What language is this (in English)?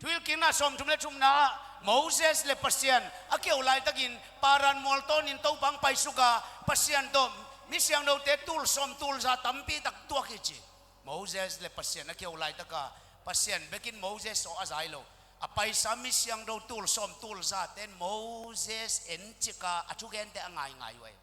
Tedim Chin